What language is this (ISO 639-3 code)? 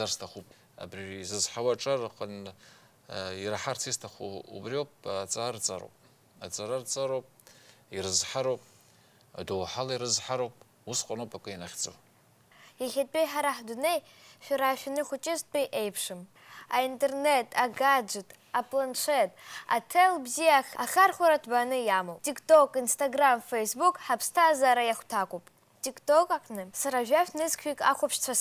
abk